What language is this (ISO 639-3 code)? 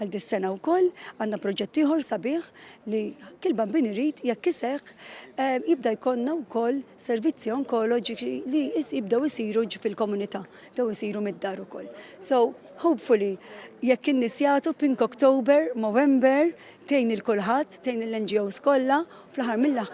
mlt